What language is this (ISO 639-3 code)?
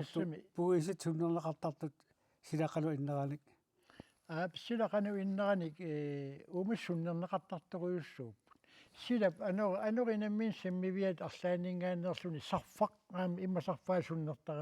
kal